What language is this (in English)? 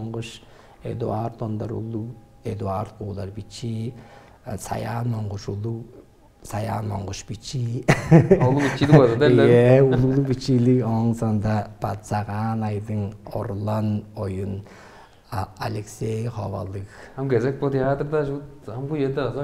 Tuvinian